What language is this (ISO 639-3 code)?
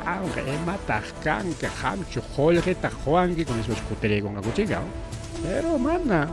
quy